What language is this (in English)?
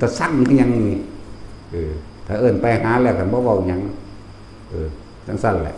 Northeastern Thai